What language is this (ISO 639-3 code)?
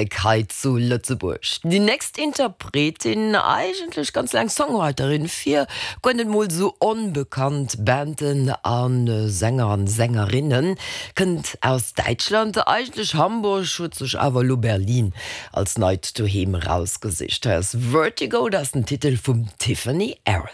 ltz